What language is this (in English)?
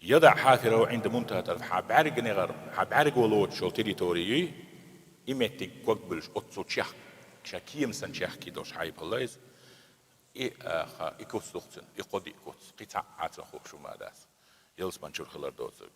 Chechen